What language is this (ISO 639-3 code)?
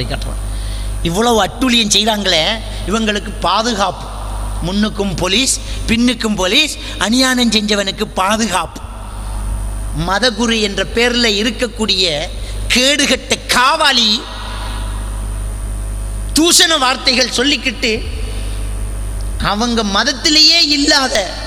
tam